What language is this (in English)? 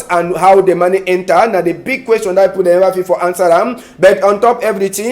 Cameroon Pidgin